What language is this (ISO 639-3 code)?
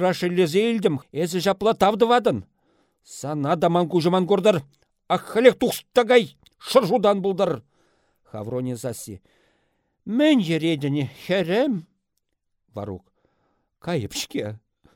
chv